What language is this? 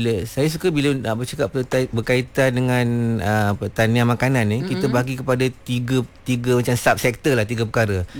Malay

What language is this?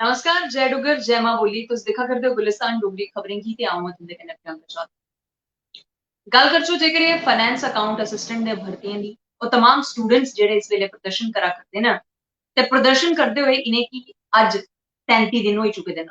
Dogri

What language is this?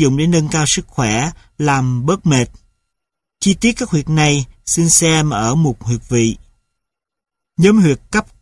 Vietnamese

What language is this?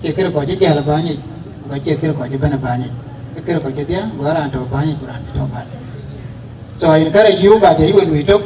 Dinka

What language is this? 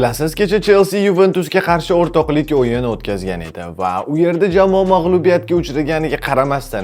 Uzbek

